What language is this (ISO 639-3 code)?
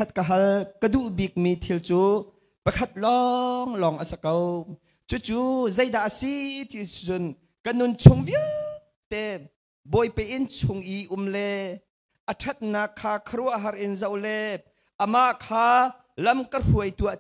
cnh